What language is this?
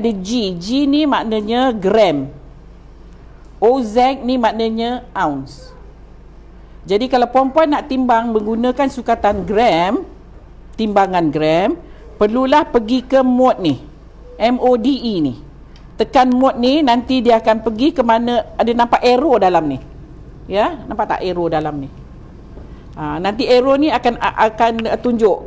Malay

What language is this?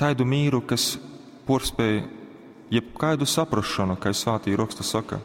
Latgalian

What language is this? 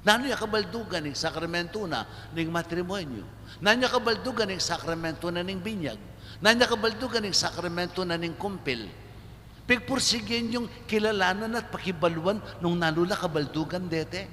Pampanga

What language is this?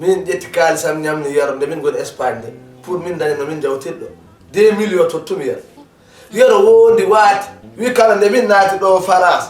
Fula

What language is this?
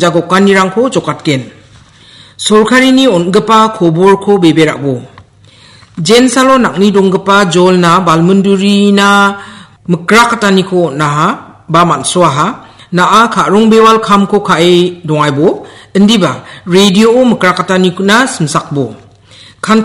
Garo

